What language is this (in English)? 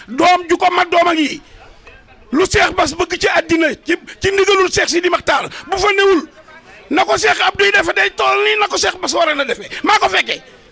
Wolof